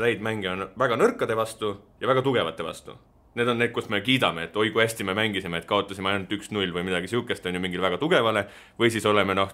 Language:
Estonian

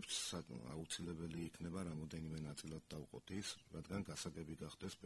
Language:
Georgian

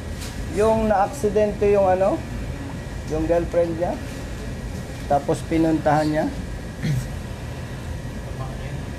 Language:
Filipino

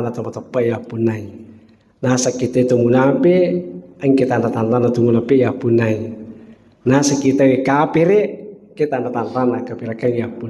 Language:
Buginese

